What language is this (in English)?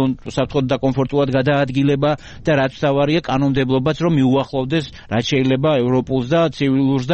Georgian